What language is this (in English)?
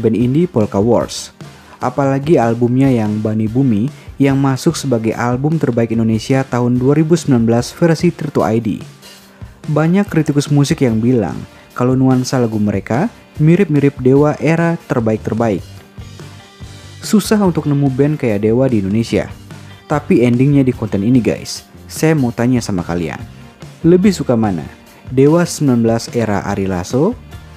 Indonesian